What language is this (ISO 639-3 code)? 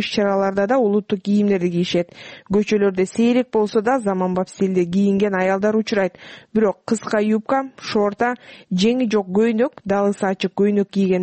kir